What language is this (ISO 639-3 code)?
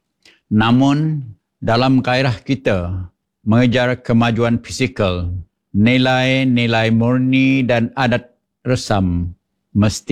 msa